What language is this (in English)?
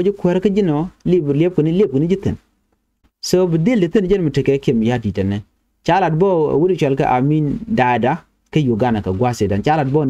Nuer